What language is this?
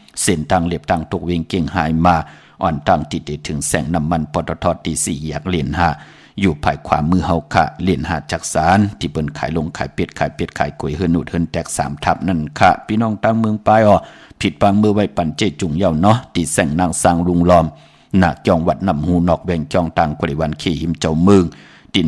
Shan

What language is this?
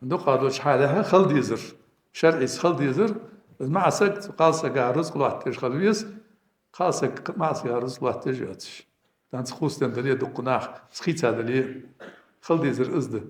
Ingush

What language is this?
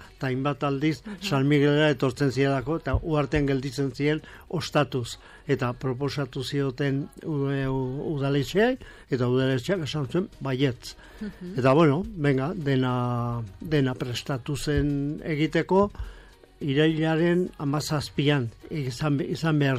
Basque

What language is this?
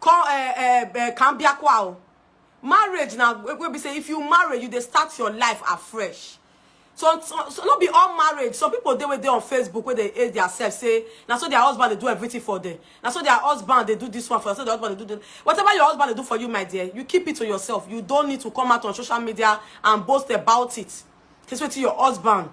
Nigerian Pidgin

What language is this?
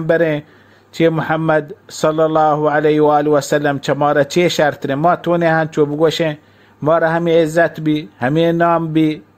Baluchi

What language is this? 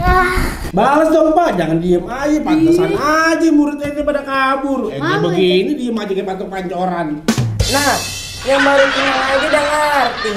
Betawi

